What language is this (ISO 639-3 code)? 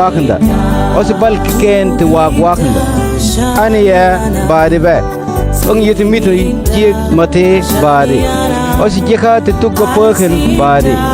mfz